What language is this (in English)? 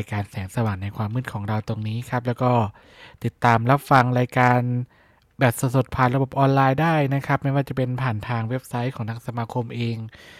Thai